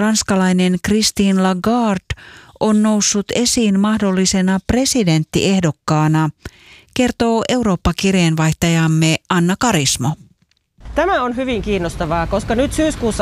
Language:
Finnish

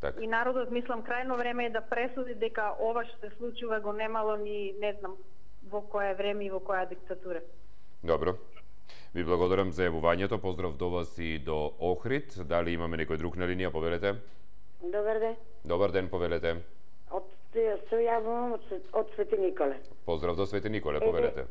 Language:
Macedonian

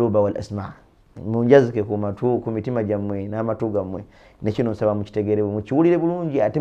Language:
Ganda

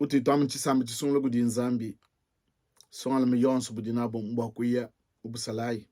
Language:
Luba-Lulua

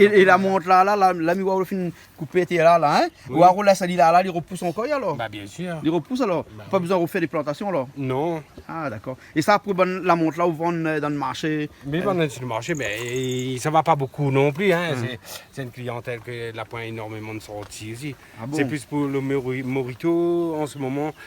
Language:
Réunion Creole French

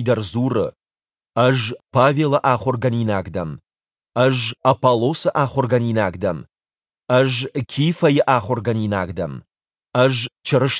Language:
Ossetic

